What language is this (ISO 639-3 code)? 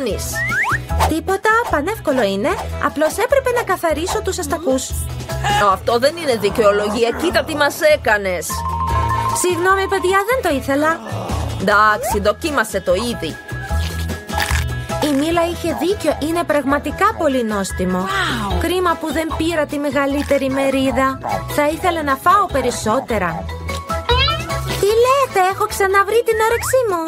ell